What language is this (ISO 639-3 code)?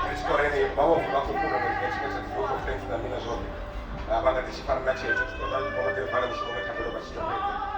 ven